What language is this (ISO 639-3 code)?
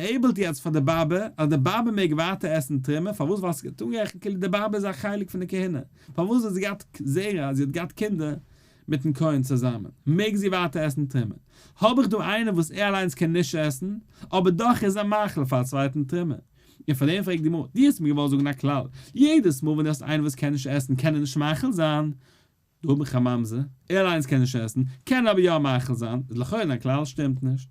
yid